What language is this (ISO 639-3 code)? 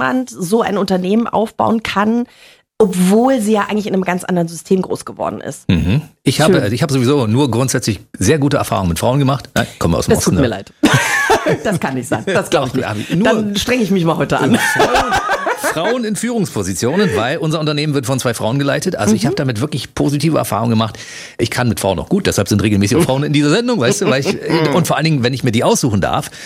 deu